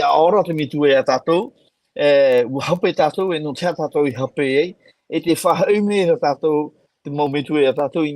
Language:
Tahitian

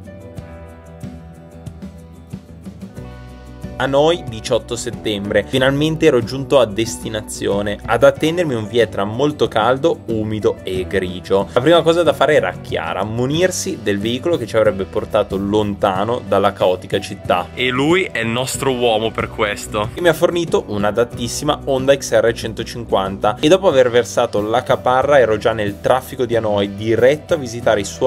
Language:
Italian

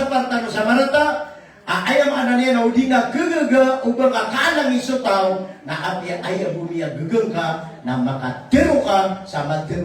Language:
Maranao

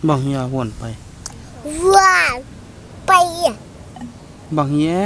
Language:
Tedim Chin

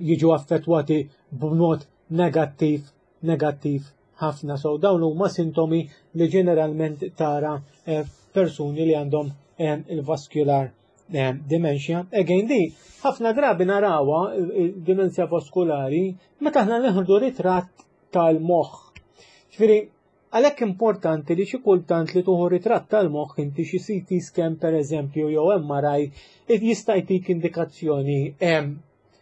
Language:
Maltese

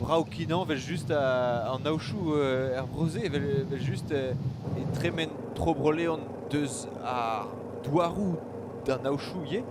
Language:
Breton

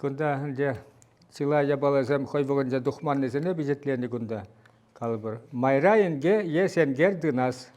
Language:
Chuvash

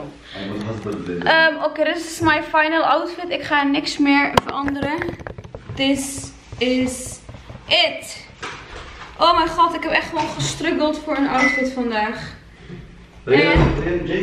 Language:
Dutch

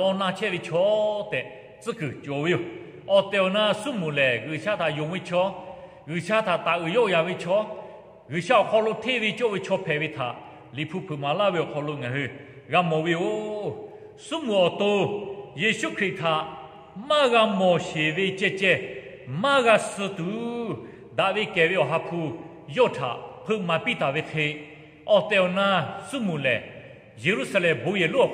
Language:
Lahu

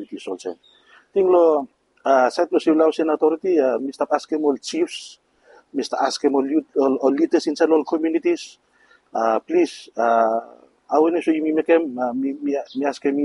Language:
Bislama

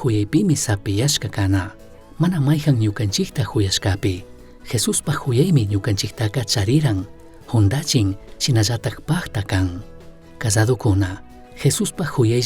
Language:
Chimborazo Highland Quichua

